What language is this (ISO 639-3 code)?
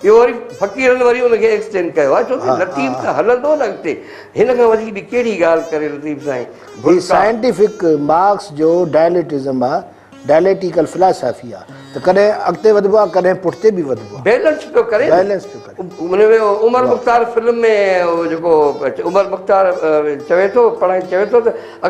snd